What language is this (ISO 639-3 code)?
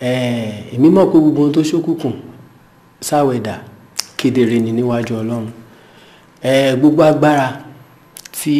yor